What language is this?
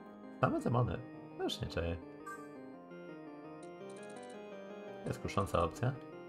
Polish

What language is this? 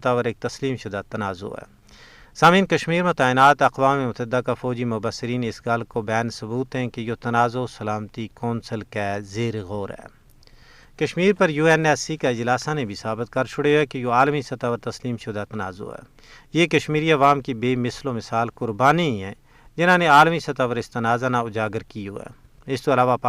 Gujari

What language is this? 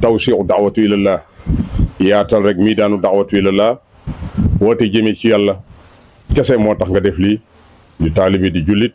Wolof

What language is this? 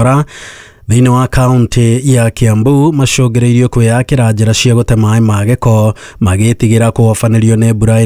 Kikuyu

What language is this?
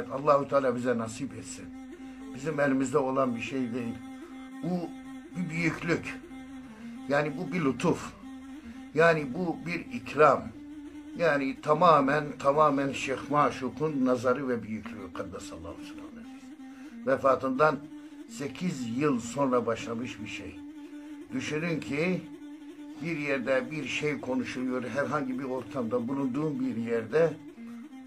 Turkish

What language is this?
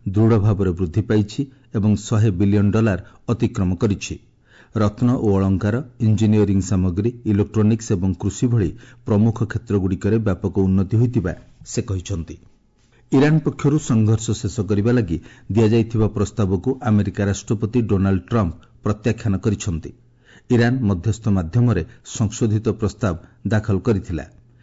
Odia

